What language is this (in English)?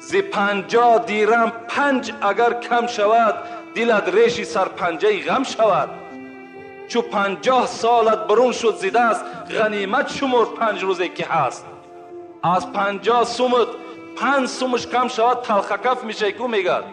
Tajik